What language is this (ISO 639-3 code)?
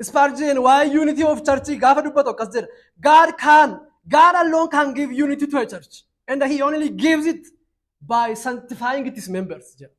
orm